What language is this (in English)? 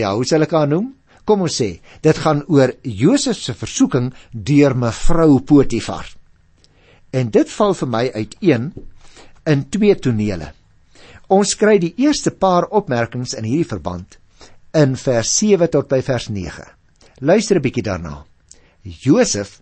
Afrikaans